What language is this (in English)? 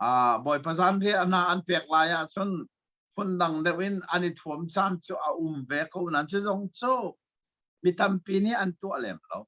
Hakha Chin